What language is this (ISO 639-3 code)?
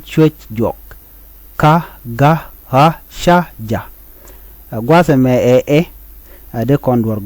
nus